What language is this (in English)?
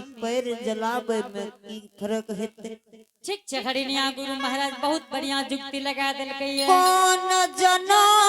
Angika